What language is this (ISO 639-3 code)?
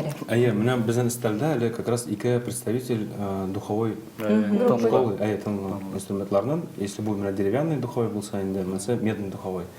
tat